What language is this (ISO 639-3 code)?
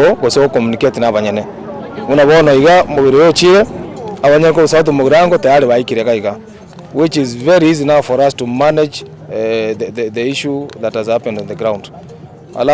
guz